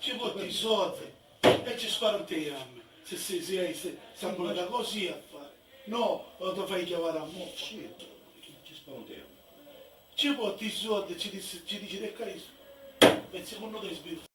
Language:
Sicilian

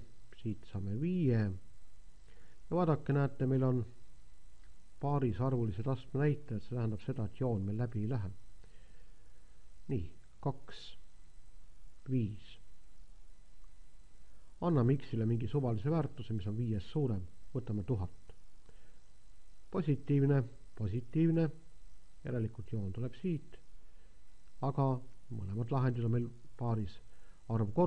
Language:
Estonian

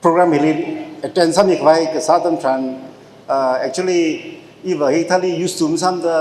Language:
Tangkhul Naga (India)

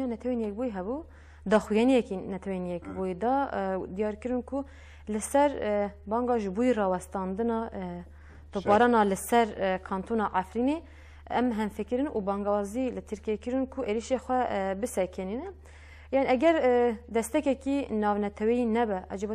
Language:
Kurdish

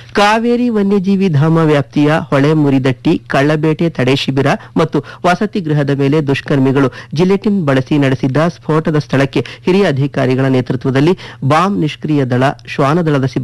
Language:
Kannada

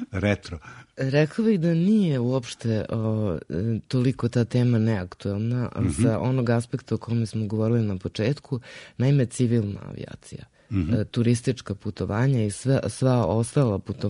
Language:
Serbian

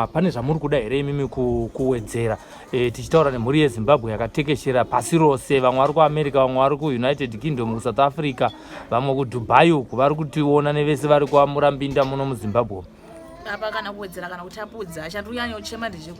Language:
Shona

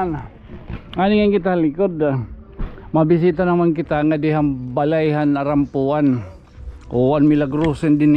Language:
Waray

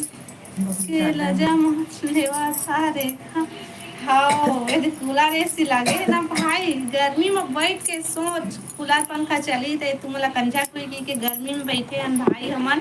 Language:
Chhattisgarhi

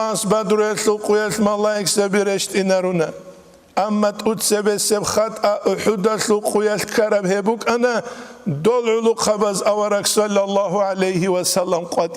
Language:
Avaric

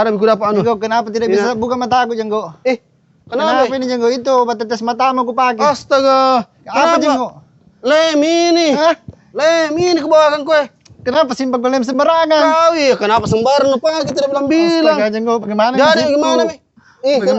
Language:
Makassar Malay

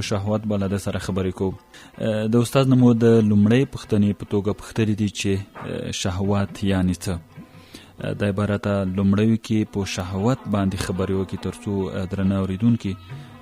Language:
Pashto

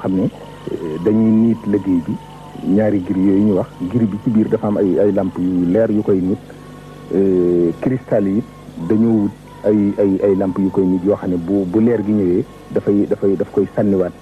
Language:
Wolof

